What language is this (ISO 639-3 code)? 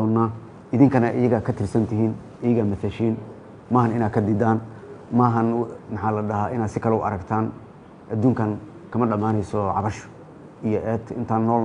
som